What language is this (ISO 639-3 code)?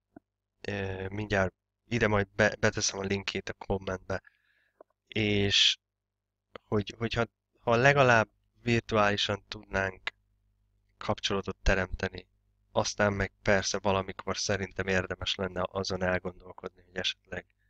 hun